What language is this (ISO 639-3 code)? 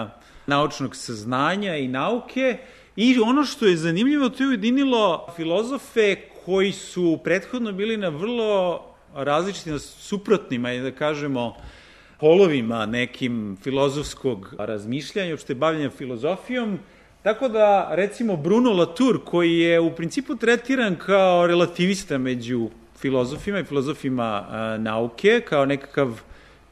srp